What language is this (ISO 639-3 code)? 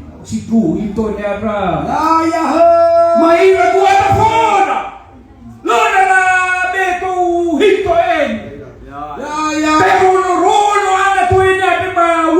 nia